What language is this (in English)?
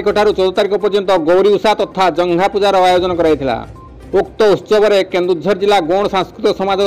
Odia